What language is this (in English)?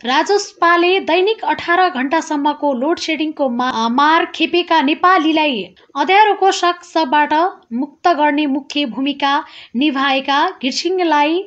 Nepali